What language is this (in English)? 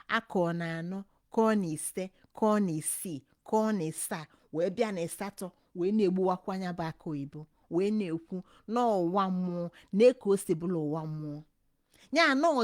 Igbo